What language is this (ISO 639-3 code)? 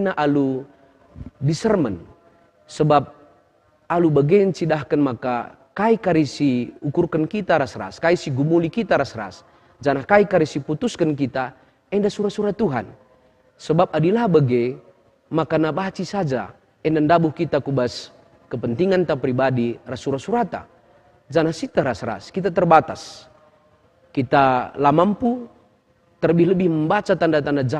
btx